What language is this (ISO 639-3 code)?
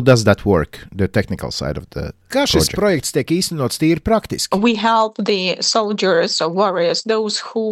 lav